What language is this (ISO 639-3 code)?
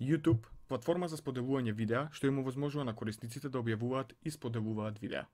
mkd